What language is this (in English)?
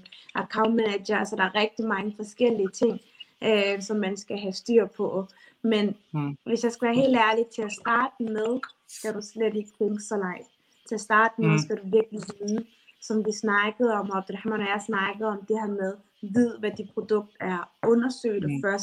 Danish